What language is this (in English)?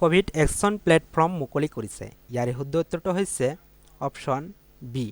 Assamese